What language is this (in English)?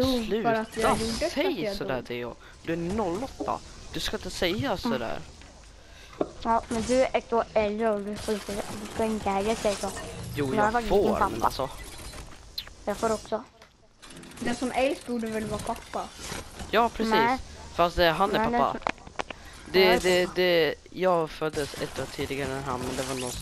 Swedish